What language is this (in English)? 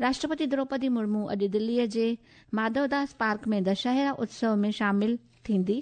Sindhi